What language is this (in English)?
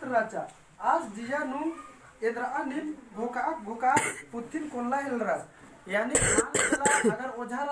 Kurukh